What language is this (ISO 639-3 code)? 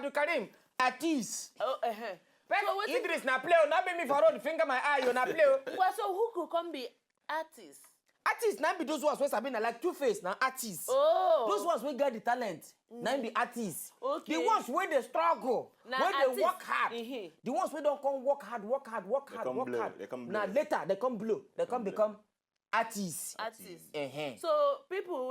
pcm